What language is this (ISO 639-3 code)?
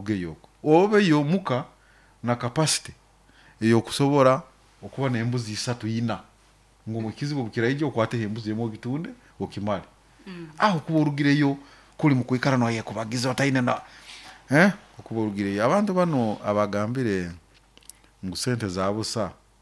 nyo